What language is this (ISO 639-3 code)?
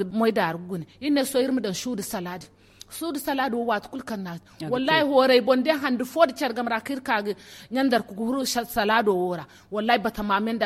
dje